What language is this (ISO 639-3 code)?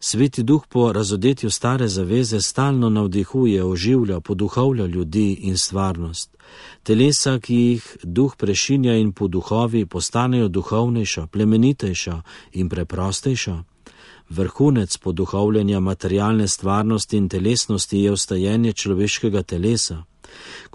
slv